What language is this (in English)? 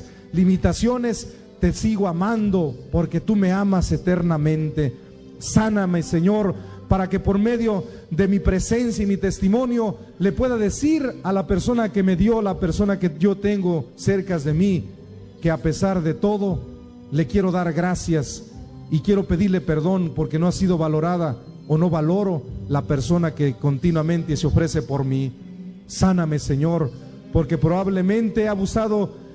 Spanish